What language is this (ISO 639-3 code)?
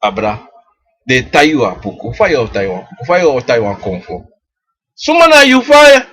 srn